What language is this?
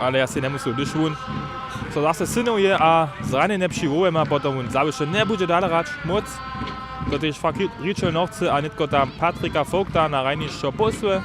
Upper Sorbian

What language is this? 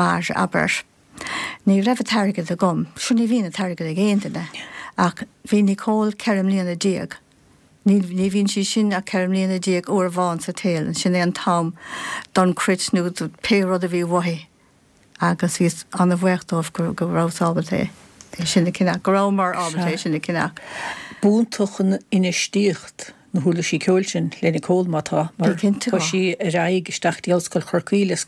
Irish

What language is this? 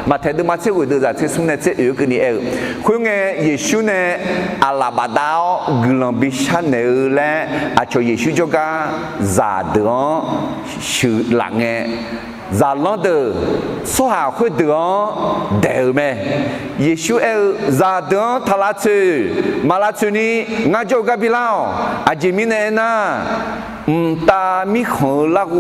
Akha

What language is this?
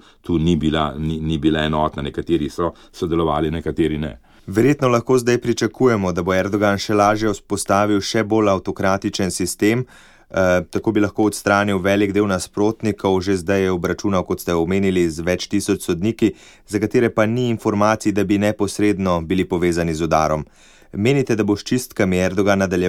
Slovenian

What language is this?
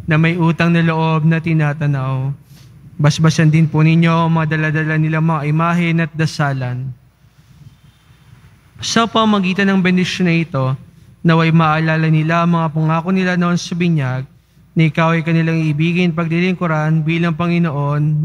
Filipino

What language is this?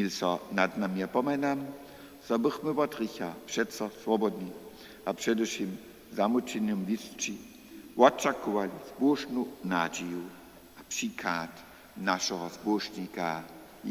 Upper Sorbian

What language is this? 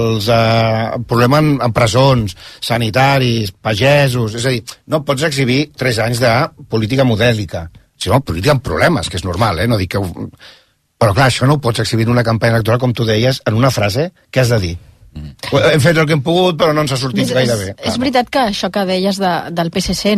Catalan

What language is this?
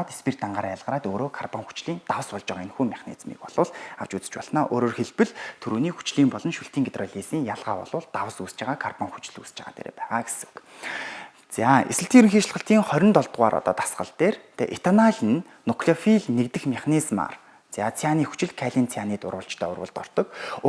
Mongolian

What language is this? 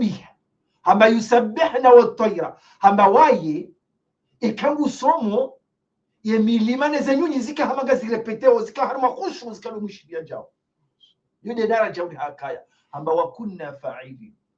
Ngazidja Comorian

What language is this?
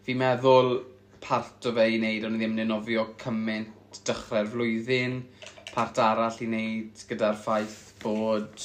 Welsh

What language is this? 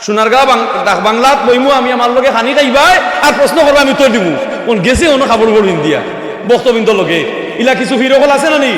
Sylheti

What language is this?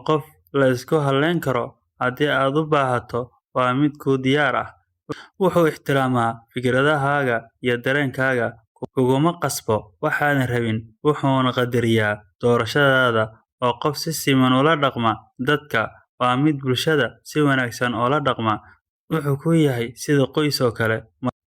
Somali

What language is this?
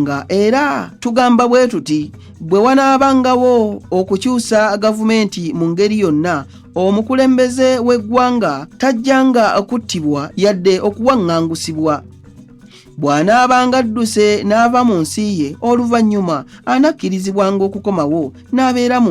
Ganda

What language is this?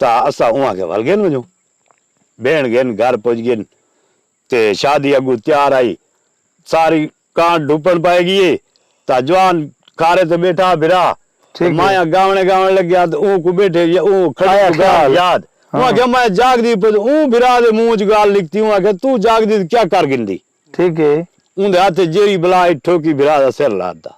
Saraiki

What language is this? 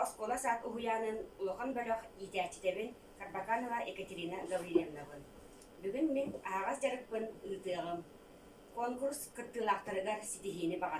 Yakut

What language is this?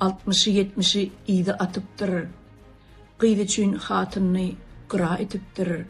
Turkmen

